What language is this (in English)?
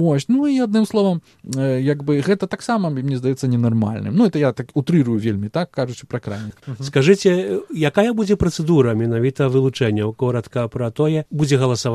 Belarusian